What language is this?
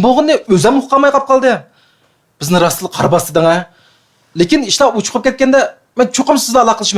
Uyghur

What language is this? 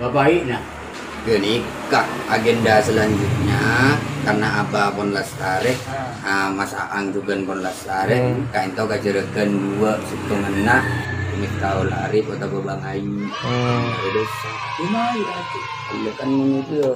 Madurese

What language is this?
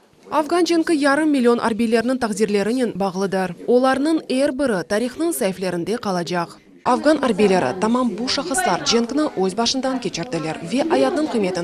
Crimean Tatar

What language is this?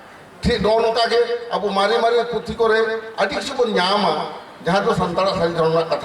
Santali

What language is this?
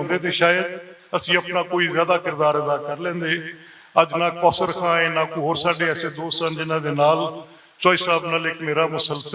Western Panjabi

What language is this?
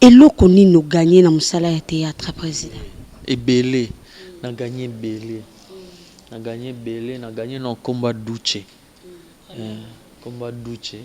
Lingala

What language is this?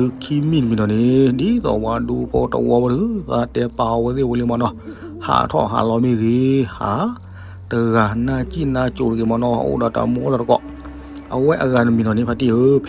S'gaw Karen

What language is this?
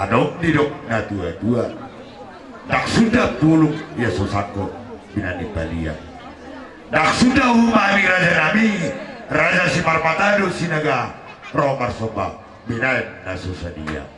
Batak Toba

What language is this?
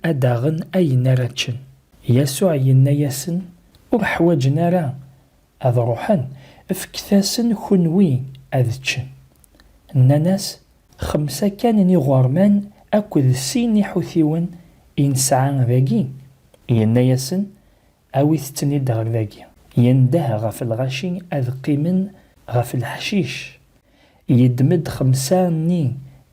Kabyle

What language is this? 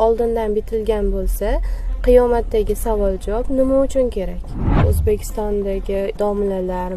Uzbek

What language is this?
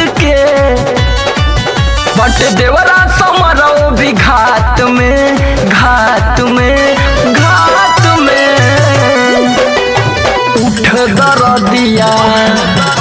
Bhojpuri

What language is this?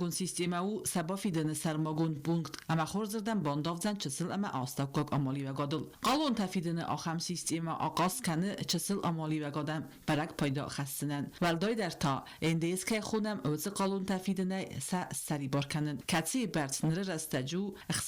Ossetic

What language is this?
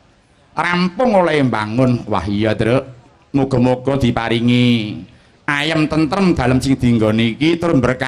Javanese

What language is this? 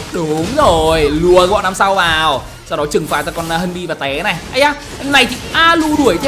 Vietnamese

